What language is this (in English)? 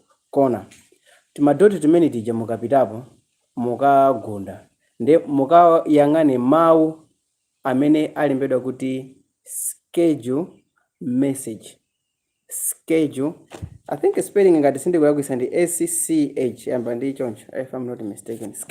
Nyanja